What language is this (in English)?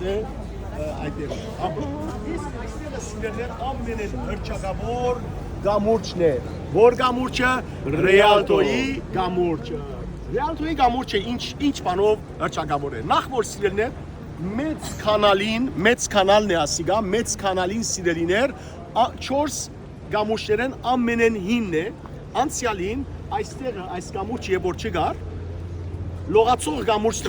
Western Armenian